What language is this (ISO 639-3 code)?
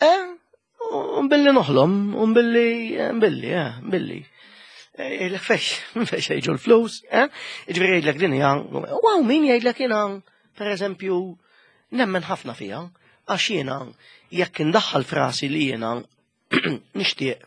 mlt